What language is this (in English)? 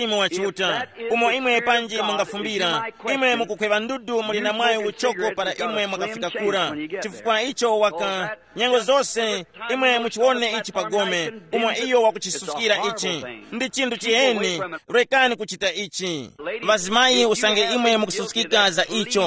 Tumbuka